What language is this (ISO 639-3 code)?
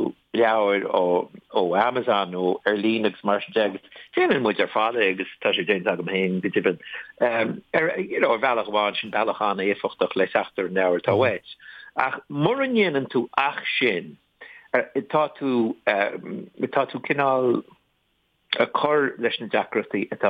gle